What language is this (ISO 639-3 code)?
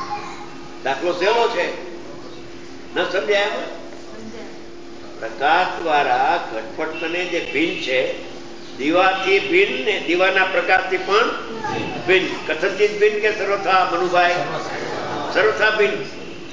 guj